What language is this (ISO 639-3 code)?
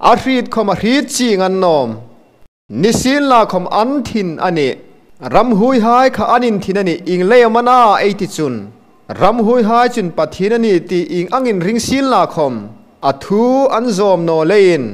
hmr